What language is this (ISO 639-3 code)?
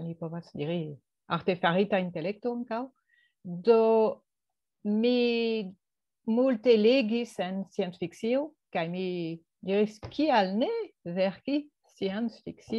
epo